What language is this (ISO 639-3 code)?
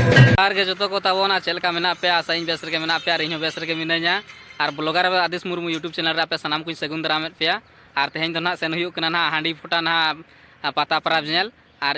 sat